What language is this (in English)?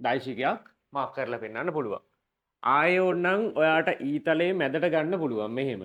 Sinhala